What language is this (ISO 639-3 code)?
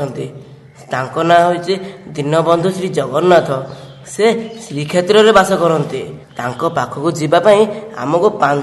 ori